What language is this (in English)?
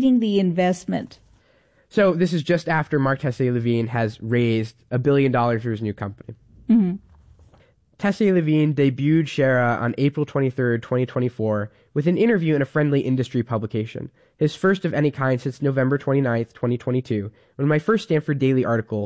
English